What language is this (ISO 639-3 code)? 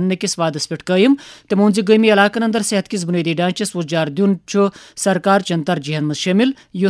kas